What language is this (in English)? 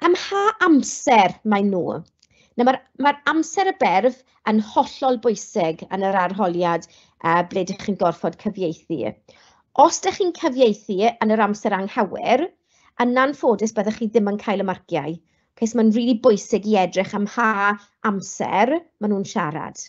Welsh